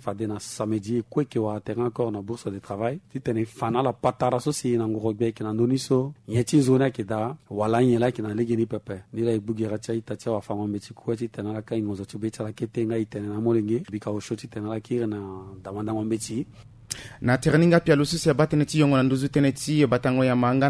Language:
Sango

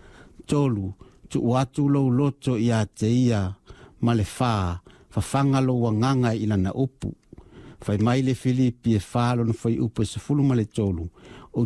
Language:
Samoan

